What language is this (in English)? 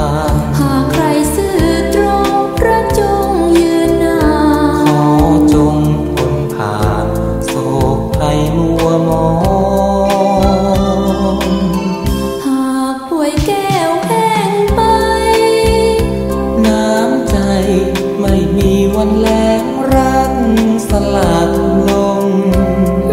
Thai